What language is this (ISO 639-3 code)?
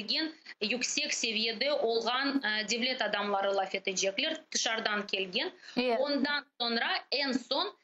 crh